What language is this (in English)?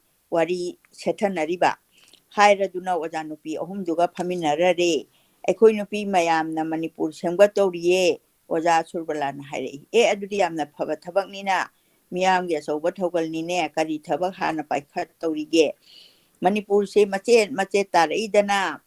Manipuri